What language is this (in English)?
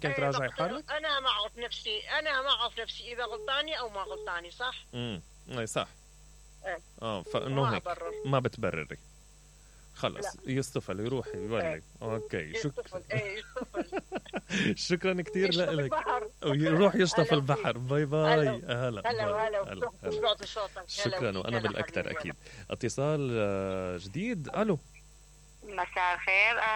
Mesopotamian Arabic